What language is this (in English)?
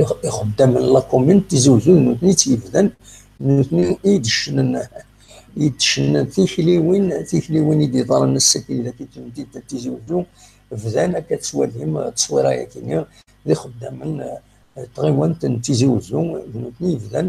Kabyle